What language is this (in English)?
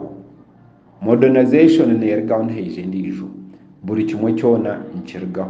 Nyankole